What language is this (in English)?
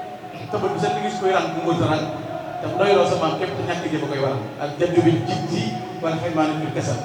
Wolof